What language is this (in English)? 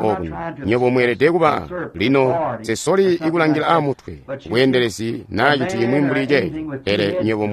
Tonga (Zambia)